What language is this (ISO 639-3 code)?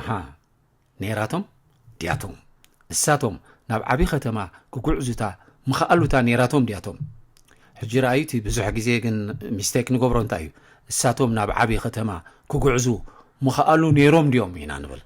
tir